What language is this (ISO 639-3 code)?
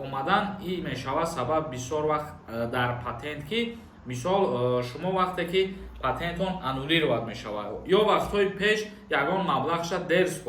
tgk